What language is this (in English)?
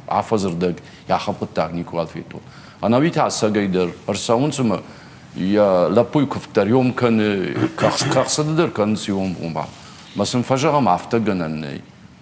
Ossetic